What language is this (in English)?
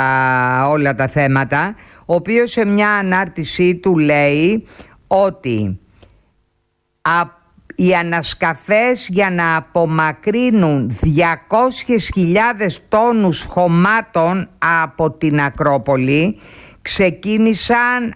Greek